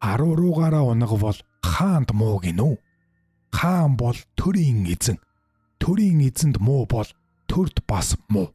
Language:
Mongolian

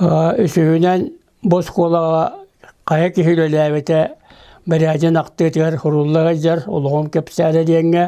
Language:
Yakut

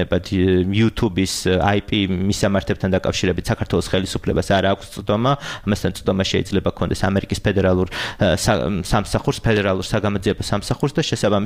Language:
Georgian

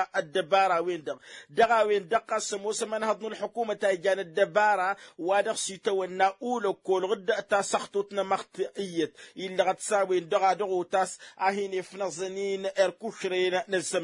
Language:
Tamasheq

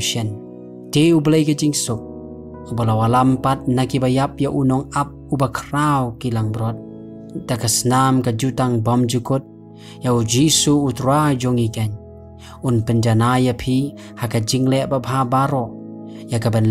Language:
Khasi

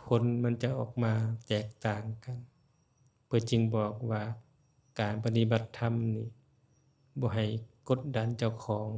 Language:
Lao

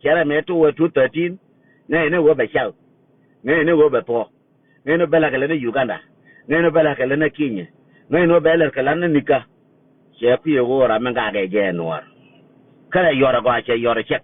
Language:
Nuer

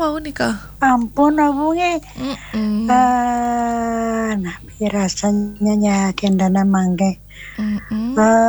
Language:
Balinese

